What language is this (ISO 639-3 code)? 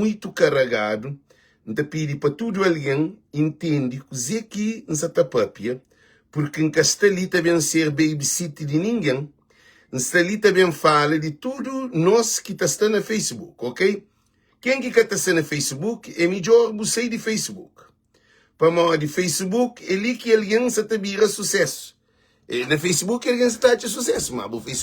kea